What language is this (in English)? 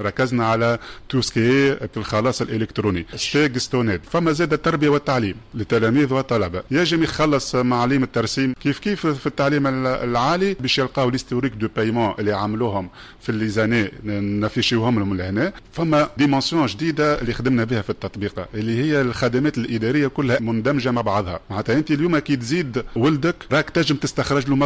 Tunisian Arabic